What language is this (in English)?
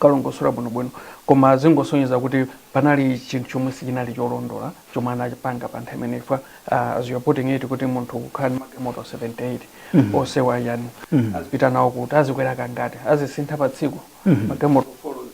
Nyanja